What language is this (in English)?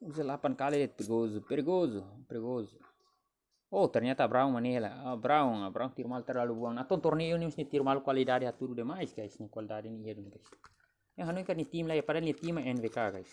Tetum